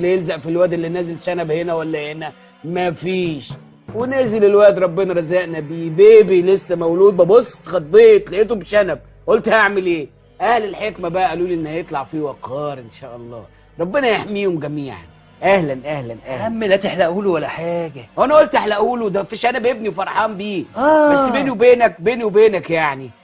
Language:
Egyptian Arabic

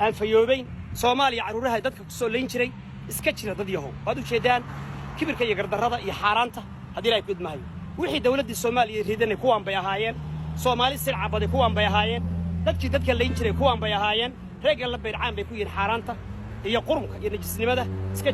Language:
Somali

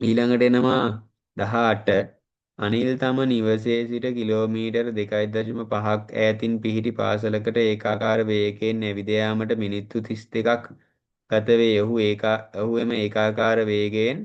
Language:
Sinhala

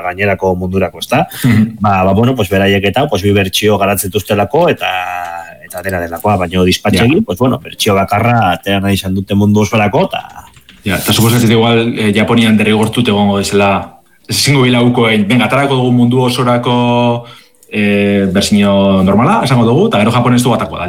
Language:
Basque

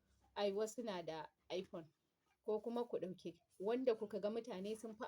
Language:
Hausa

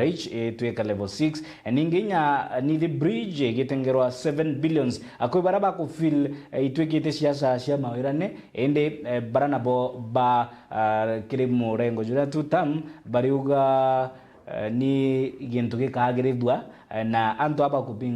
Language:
Meru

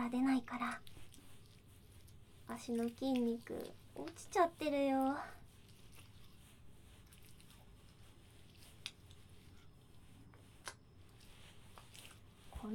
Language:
Japanese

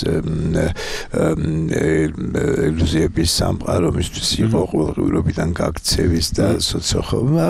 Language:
Georgian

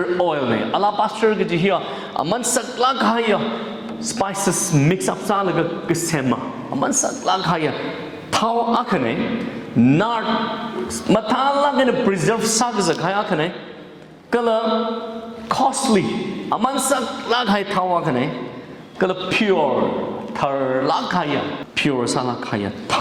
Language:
Tangkhul Naga (India)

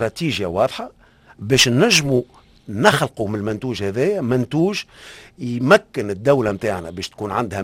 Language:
Tunisian Arabic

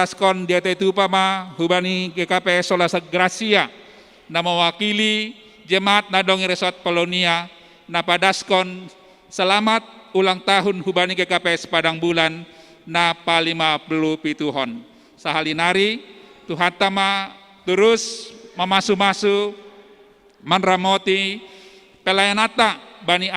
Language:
Batak Simalungun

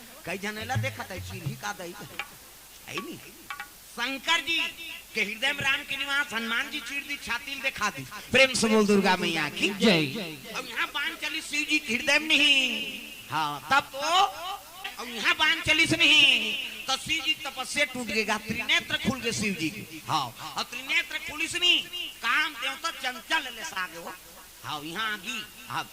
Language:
Chhattisgarhi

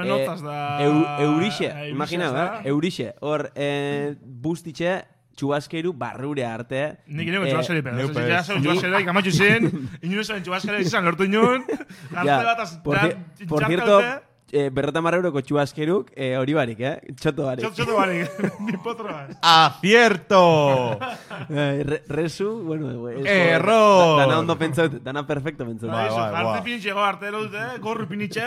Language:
Basque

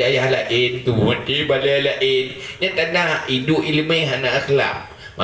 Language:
Achinese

